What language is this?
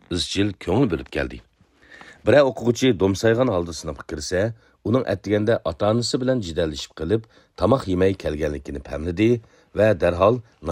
Uyghur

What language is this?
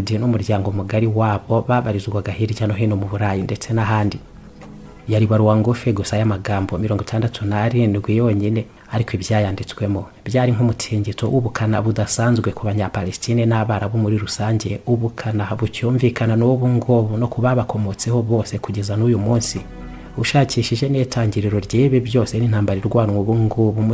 Kinyarwanda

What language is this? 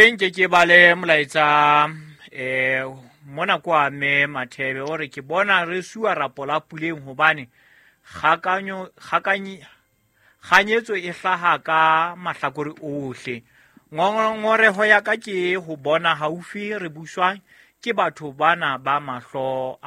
Southern Sotho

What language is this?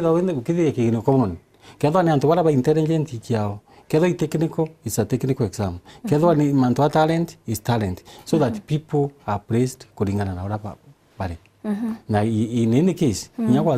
Meru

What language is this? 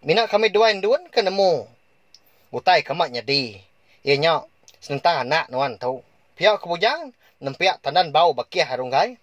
Iban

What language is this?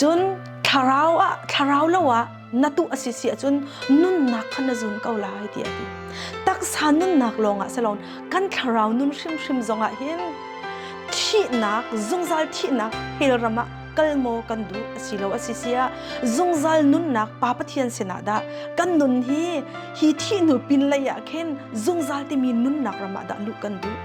Hakha Chin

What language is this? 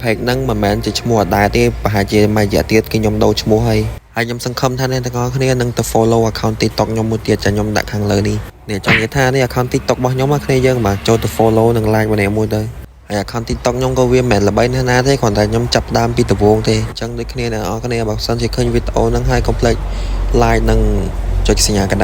Khmer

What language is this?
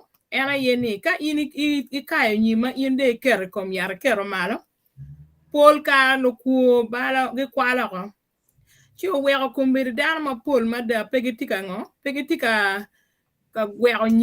Acoli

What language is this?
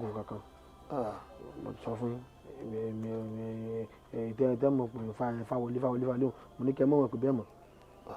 Yoruba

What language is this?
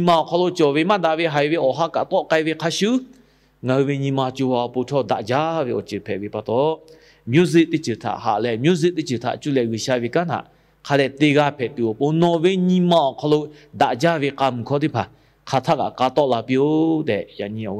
Lahu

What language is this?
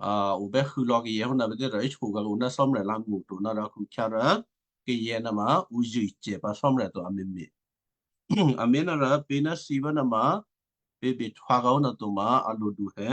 Western Kayah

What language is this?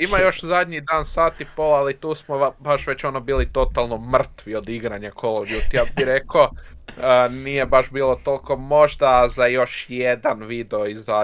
Croatian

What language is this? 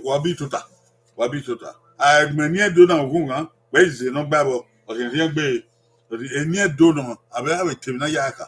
Bini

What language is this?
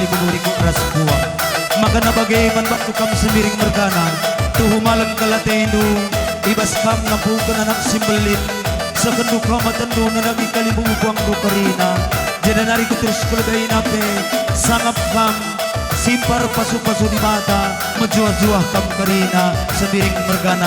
Batak Karo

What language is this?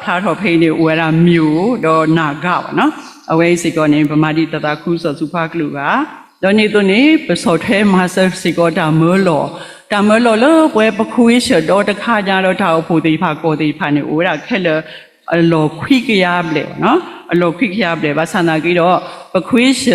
S'gaw Karen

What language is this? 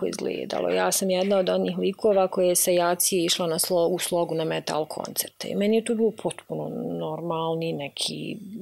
Bosnian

